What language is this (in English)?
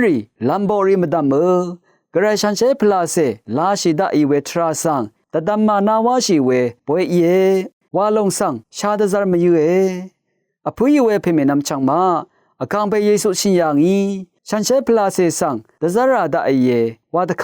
Rawang